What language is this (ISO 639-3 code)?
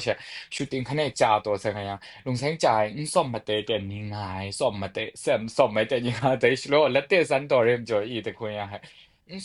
kac